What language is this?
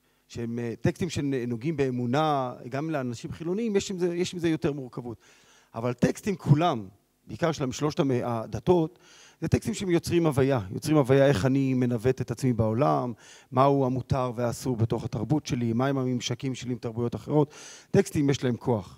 Hebrew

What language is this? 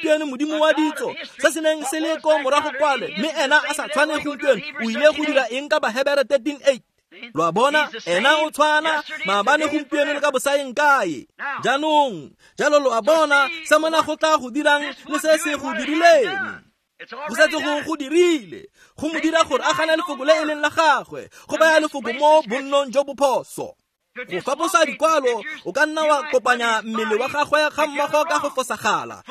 Tswana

